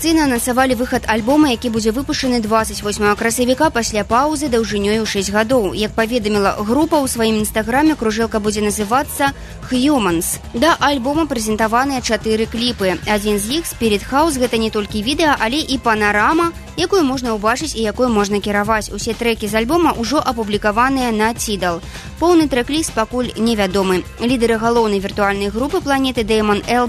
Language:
Belarusian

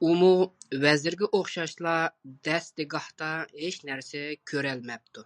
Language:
Uyghur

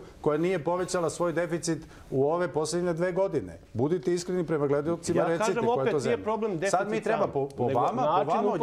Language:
Serbian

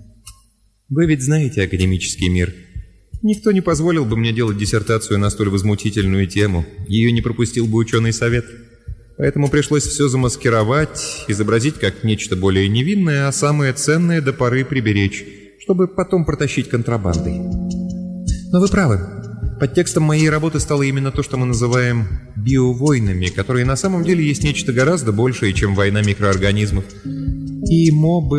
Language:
Russian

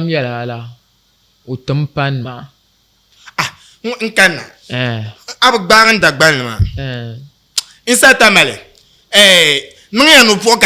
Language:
Dagbani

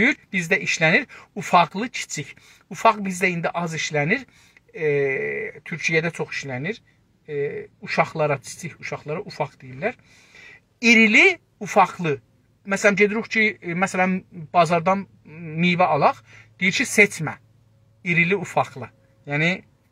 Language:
South Azerbaijani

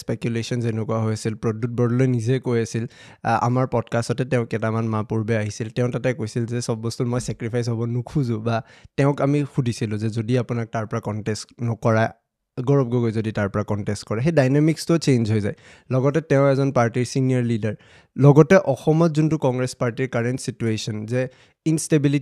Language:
Assamese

